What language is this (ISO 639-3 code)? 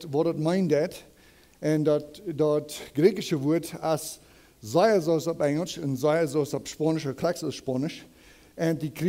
pdt